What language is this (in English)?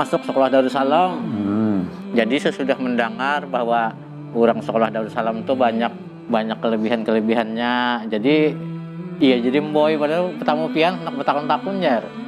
Banjar